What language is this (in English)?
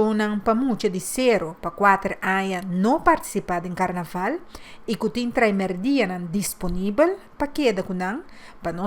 Papiamento